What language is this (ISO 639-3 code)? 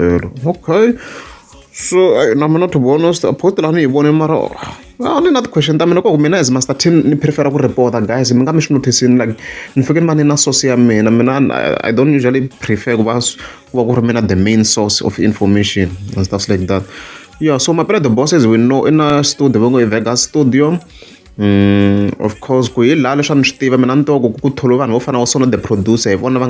tso